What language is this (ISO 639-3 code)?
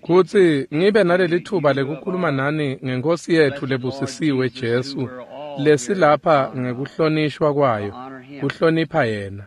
ssw